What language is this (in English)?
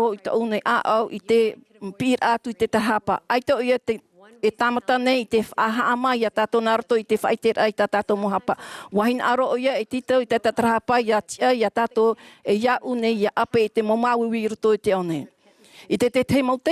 Tahitian